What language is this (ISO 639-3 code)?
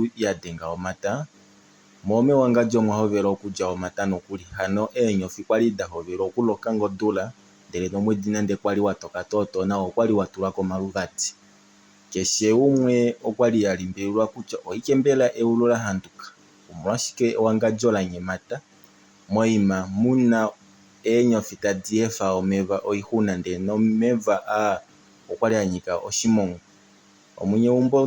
kua